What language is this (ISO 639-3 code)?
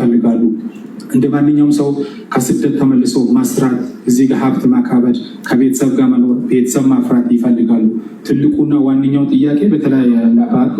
amh